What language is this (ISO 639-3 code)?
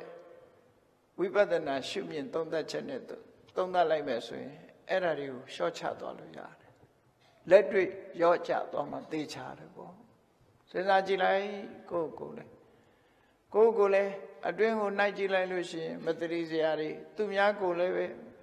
mya